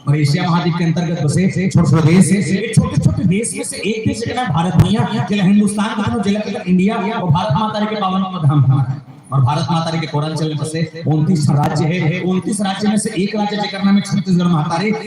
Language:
Chhattisgarhi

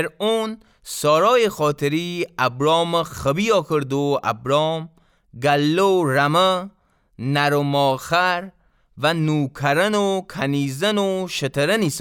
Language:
Gilaki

